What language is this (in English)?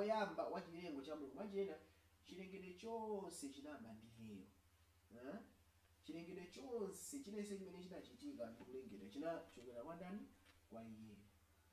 Nyanja